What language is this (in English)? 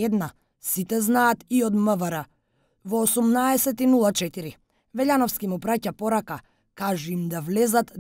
Macedonian